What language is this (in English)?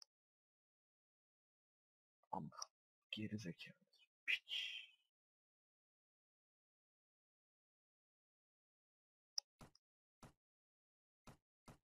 Turkish